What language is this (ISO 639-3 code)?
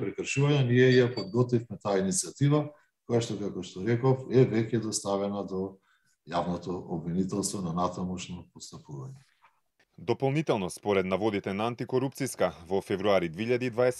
mkd